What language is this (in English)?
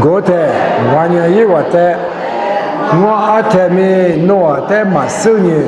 Lisu